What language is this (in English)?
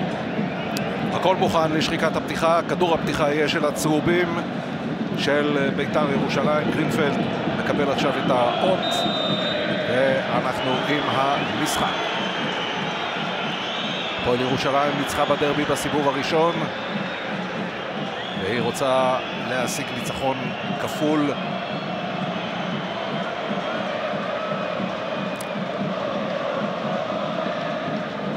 Hebrew